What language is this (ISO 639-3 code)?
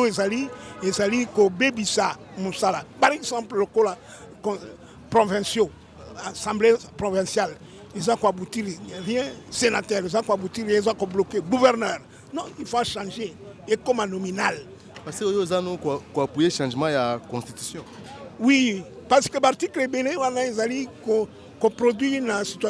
lin